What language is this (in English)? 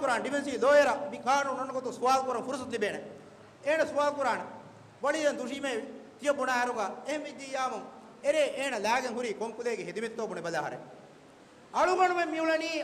Divehi